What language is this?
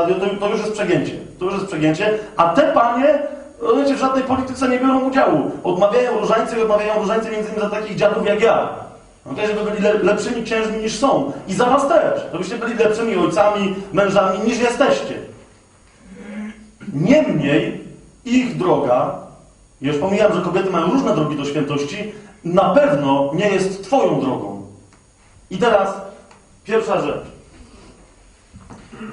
Polish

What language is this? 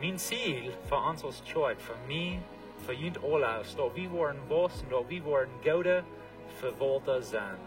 Plautdietsch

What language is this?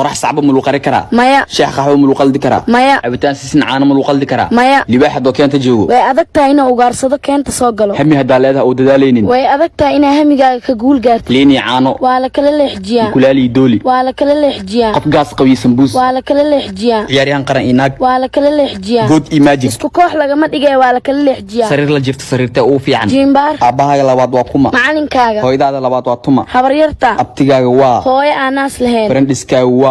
Somali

